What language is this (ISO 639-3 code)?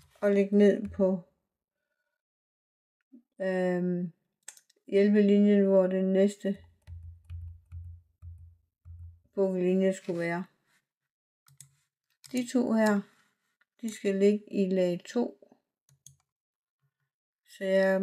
dan